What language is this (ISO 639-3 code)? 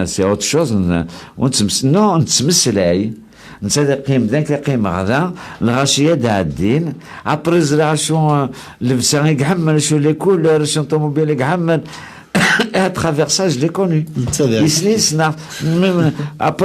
kab